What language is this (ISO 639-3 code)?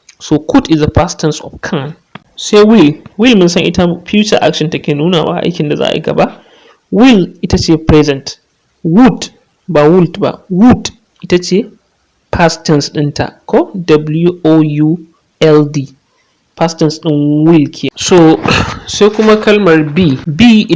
hau